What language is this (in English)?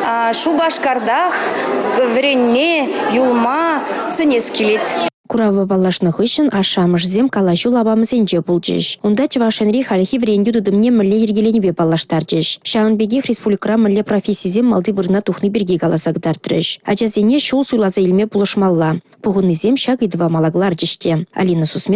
Chuvash